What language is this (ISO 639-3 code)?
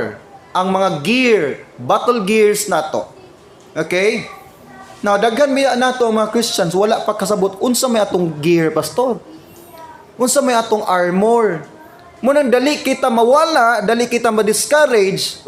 ceb